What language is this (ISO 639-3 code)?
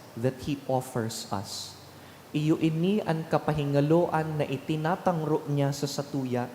bik